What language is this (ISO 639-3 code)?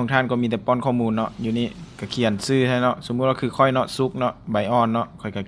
lao